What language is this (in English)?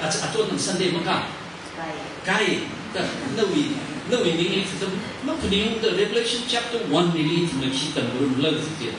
Tangkhul Naga (India)